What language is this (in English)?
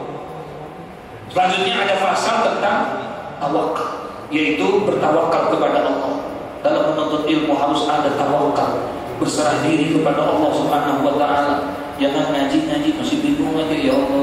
Indonesian